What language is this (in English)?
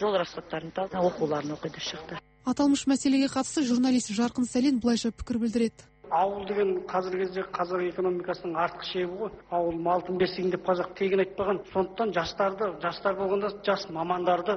Kazakh